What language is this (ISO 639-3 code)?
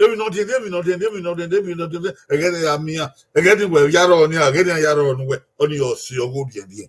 bin